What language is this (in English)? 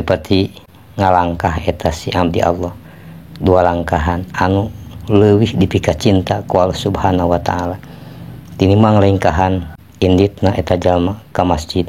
Sundanese